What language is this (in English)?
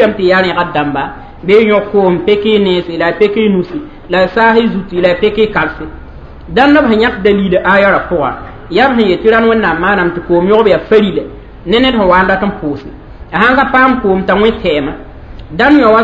Mossi